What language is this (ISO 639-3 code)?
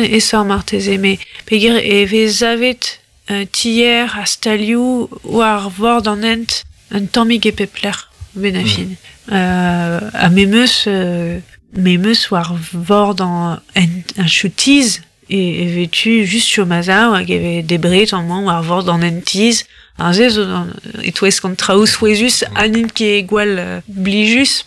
bre